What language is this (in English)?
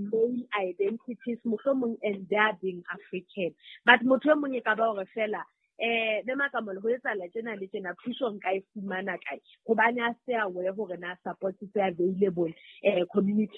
Southern Sotho